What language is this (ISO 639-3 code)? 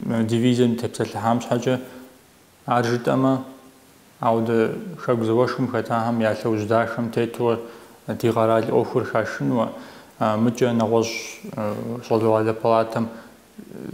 kbd